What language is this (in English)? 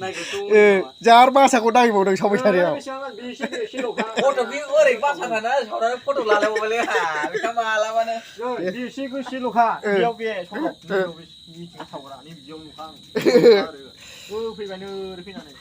Bodo